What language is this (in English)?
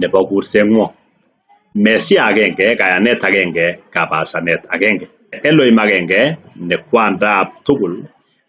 Kalenjin